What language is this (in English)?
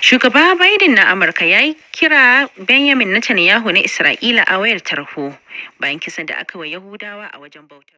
Hausa